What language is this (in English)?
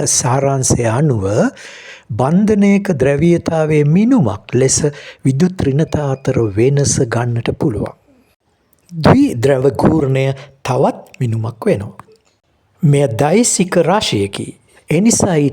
Sinhala